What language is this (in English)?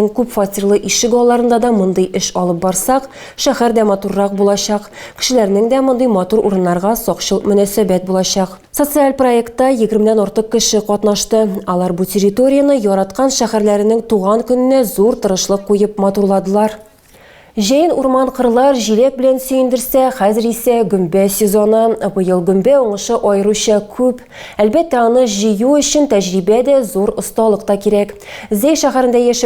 Tatar